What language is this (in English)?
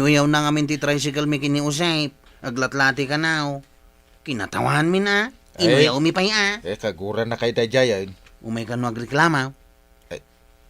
Iloko